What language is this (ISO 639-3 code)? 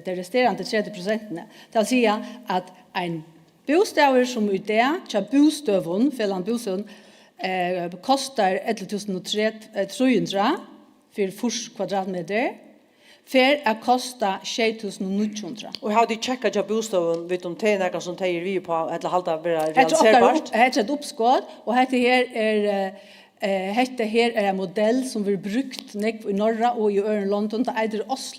fao